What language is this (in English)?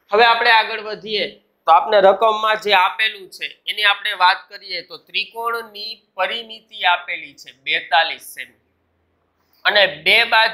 Gujarati